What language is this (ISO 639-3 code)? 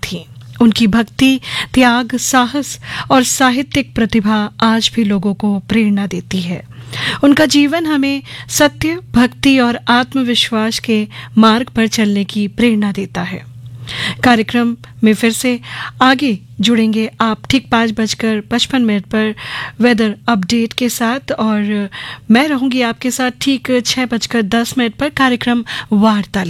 hin